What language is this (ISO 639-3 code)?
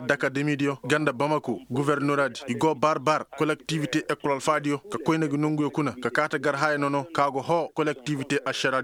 ses